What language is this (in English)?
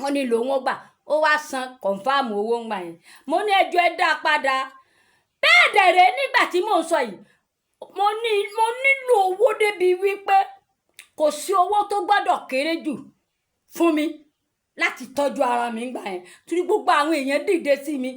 Yoruba